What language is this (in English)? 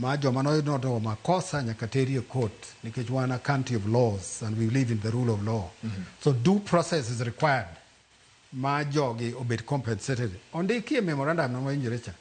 Luo (Kenya and Tanzania)